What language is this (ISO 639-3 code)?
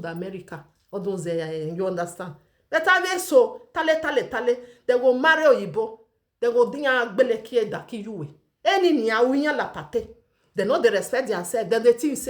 pcm